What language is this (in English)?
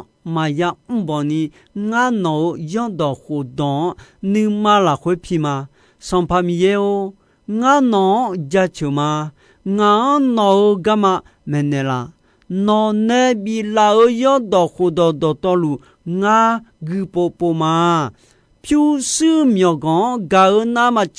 Akha